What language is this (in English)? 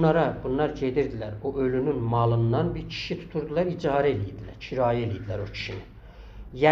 South Azerbaijani